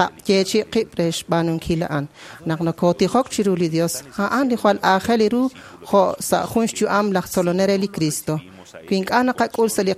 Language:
Kekchí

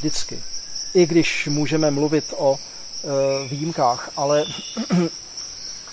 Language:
Czech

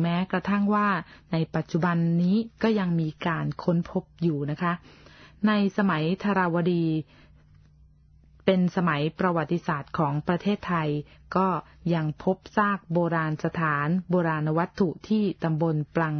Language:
Thai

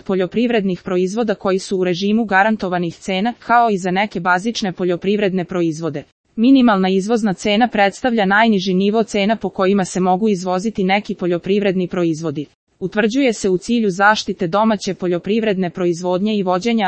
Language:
Serbian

